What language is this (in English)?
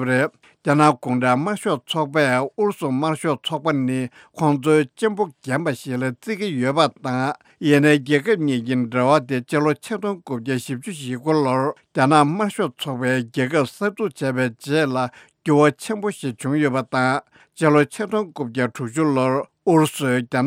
Tibetan